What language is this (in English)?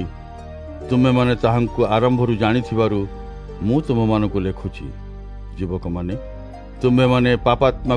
Odia